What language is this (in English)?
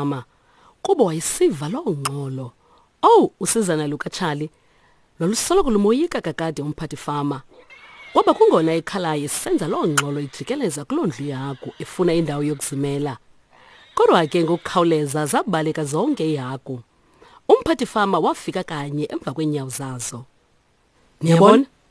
Xhosa